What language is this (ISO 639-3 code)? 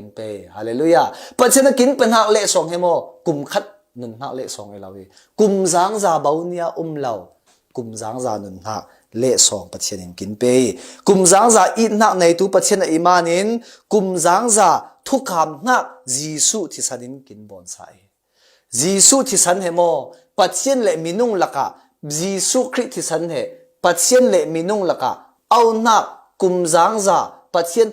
cfm